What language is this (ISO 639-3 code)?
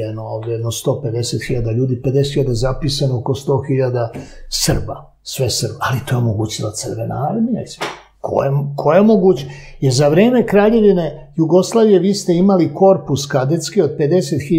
srp